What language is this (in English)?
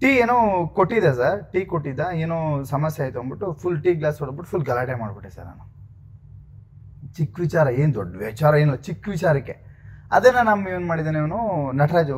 Kannada